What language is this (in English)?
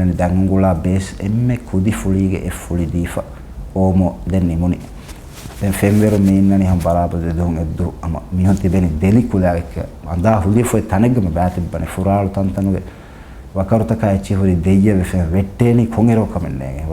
Divehi